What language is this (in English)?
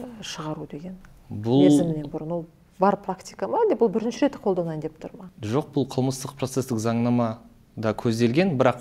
Kazakh